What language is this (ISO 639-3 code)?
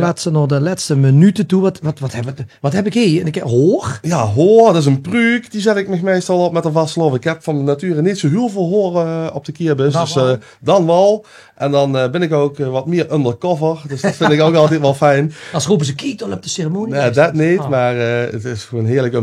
lim